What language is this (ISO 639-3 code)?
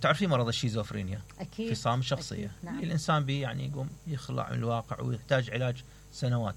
acm